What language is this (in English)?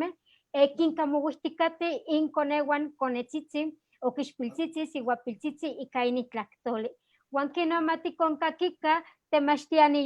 Eastern Huasteca Nahuatl